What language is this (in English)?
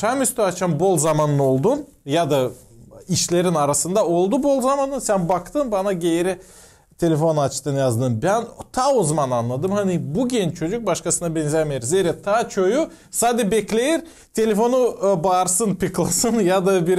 Gagauz